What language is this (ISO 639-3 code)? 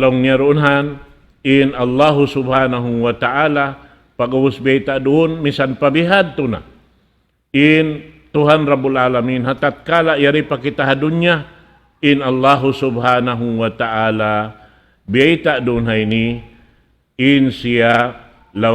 tsg